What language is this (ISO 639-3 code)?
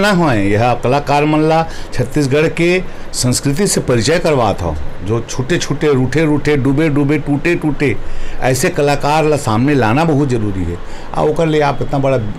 hne